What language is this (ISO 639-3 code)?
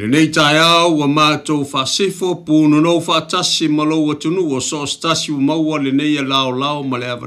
smo